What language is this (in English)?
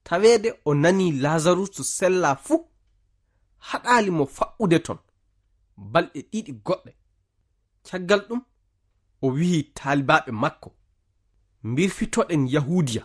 Fula